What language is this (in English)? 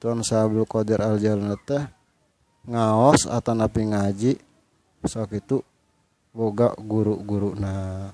Sundanese